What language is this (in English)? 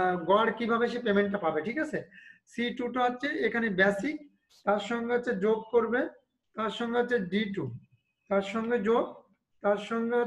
Bangla